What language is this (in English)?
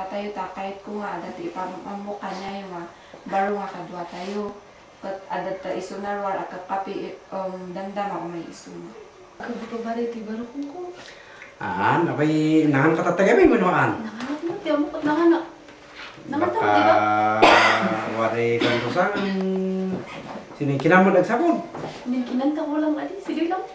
Kankanaey